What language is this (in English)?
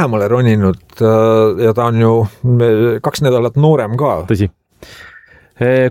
Estonian